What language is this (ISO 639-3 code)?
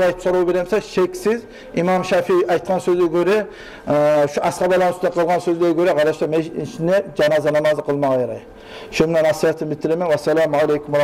kum